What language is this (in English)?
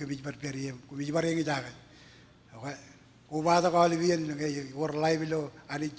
Marshallese